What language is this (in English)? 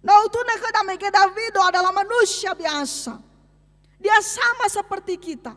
Nias